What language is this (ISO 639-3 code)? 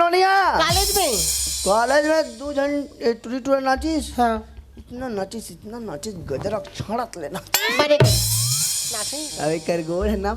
hne